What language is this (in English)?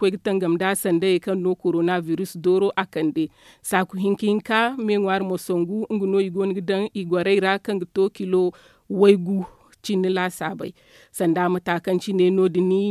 Zarma